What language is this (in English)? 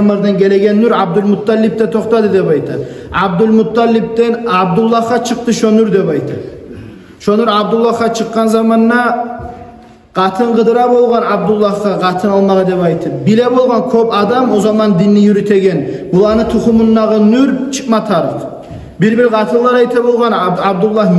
Kumyk